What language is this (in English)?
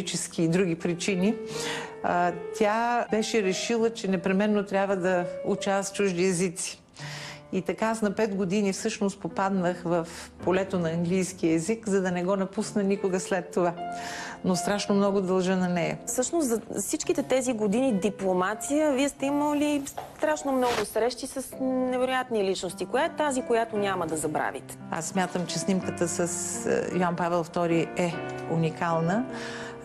Bulgarian